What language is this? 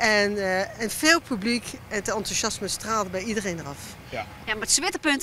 Western Frisian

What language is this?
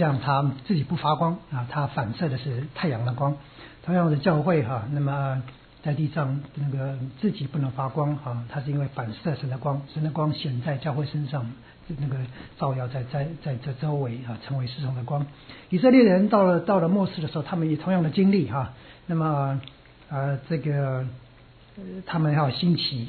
Chinese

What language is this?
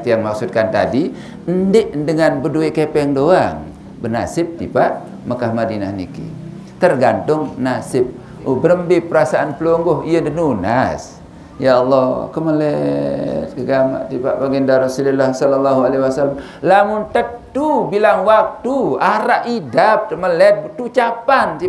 Sasak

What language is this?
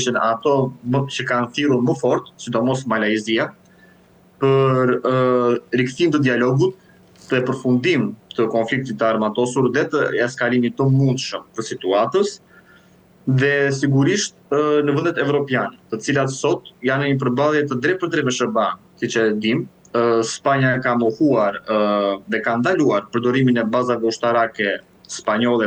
Albanian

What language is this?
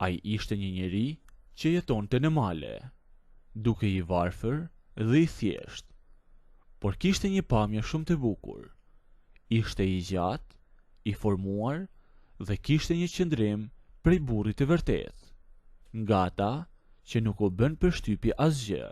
Albanian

